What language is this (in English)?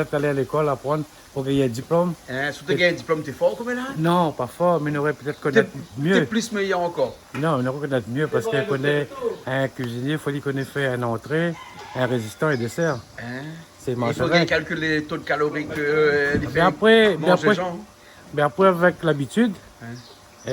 Réunion Creole French